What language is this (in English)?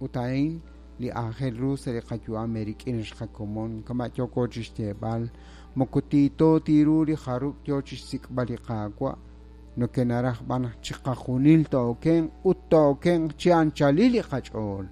Kekchí